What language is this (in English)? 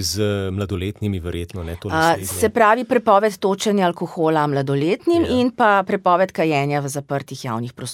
Slovenian